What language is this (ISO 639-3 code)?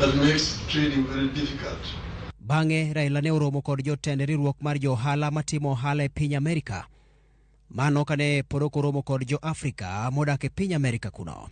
luo